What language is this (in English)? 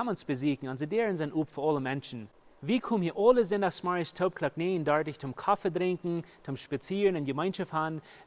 Plautdietsch